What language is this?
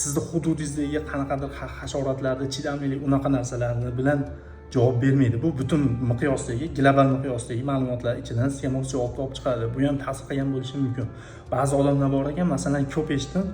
Uzbek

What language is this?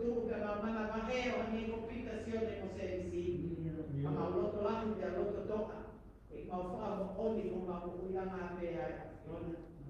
Tongan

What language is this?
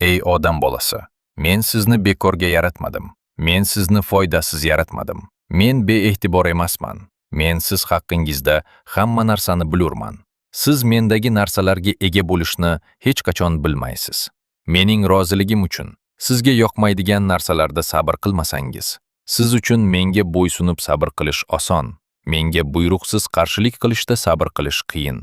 Uzbek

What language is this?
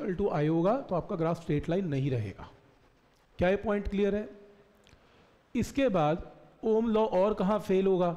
Hindi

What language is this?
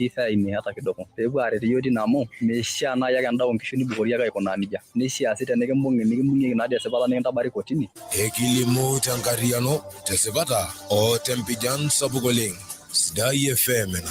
Masai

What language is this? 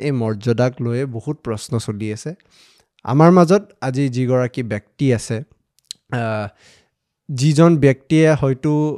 Assamese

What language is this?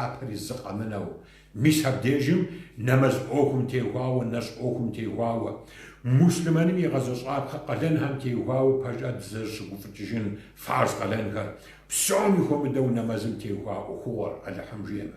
Kabardian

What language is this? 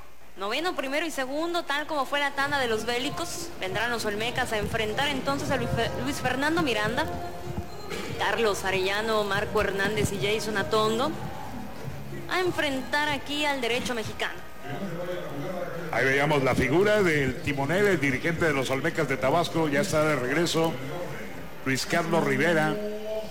Spanish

